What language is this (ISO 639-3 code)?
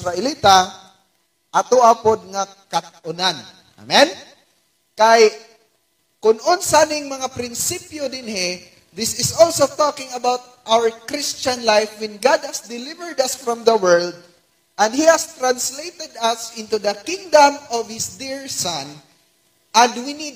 ceb